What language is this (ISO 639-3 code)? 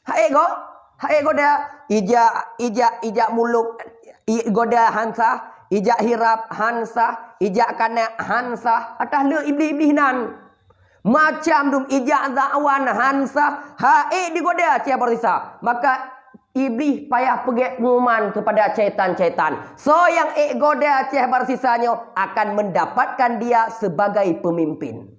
ace